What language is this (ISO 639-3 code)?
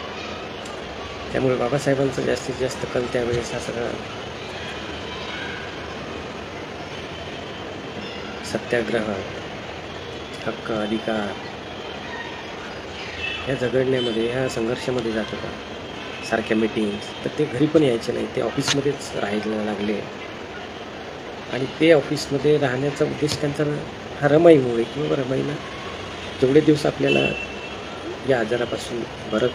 mar